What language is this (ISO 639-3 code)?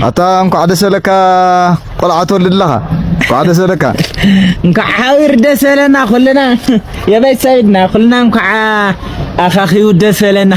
tir